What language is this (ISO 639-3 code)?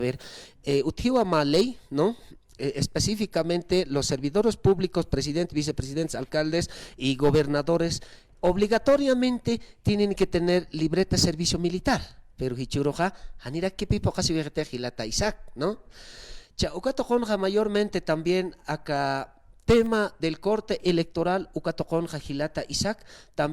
aym